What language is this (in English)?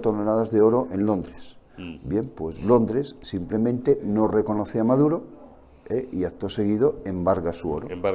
Spanish